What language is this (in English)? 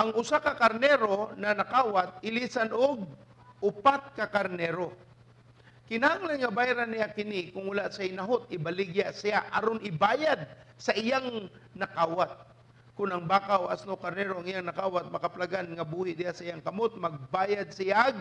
Cebuano